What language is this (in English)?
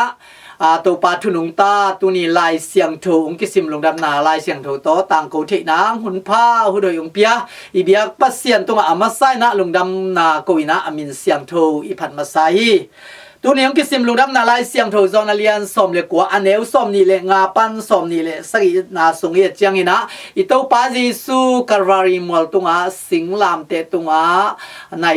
Tedim Chin